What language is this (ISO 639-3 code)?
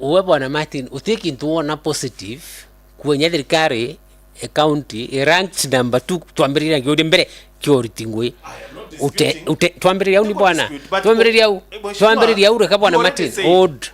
mer